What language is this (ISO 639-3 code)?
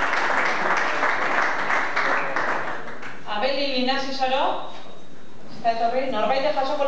eus